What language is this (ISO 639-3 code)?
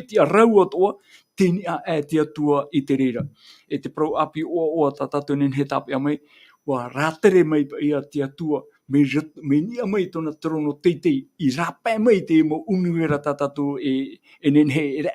tah